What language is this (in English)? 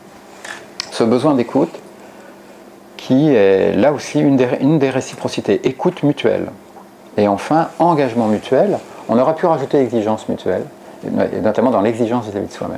French